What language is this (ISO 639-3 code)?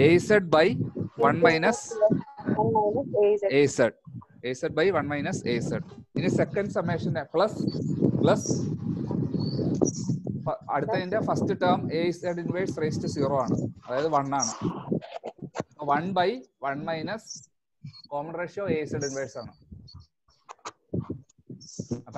mal